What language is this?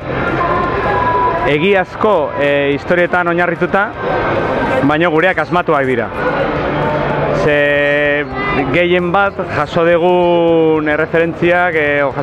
Basque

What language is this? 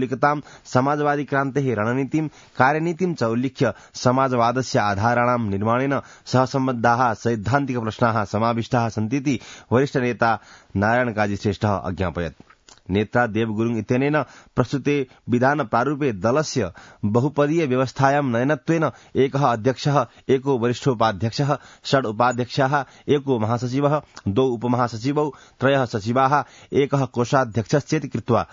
Sanskrit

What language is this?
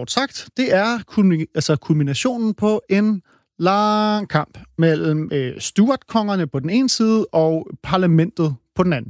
Danish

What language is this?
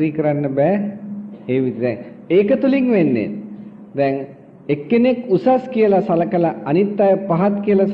Sinhala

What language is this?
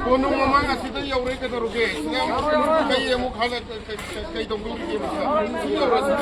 Manipuri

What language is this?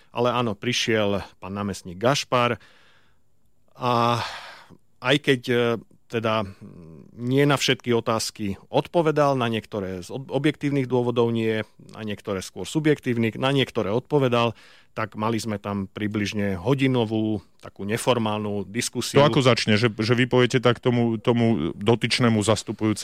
Slovak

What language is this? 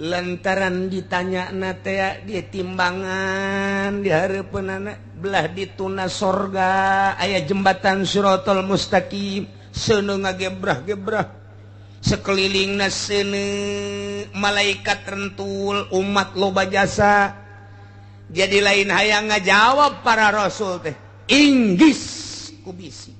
Sundanese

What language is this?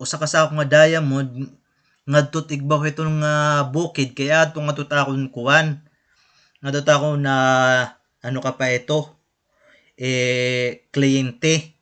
Waray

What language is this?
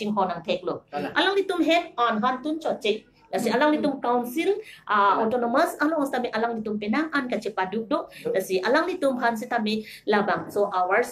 Karbi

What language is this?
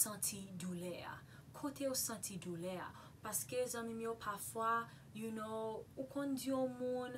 Haitian Creole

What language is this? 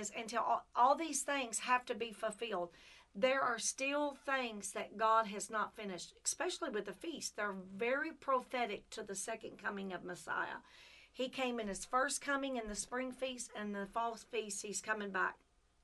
English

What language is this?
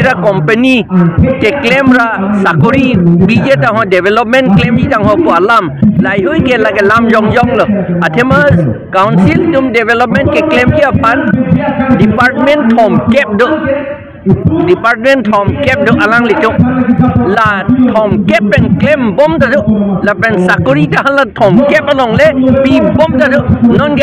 Karbi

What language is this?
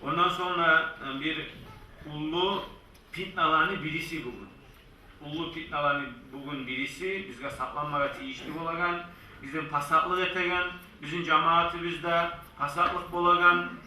Kumyk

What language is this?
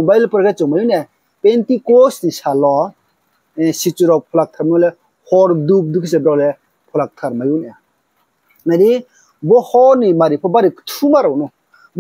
Riang (India)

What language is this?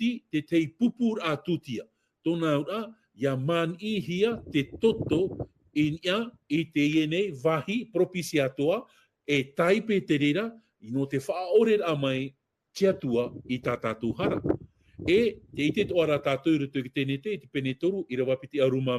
Tahitian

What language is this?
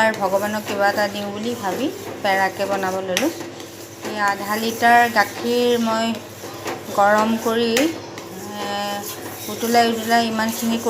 Assamese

